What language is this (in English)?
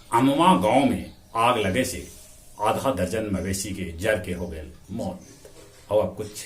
Magahi